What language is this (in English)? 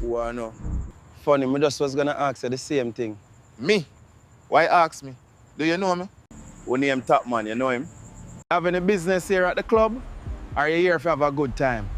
Jamaican Creole English